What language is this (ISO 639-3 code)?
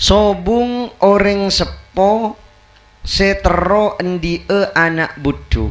mad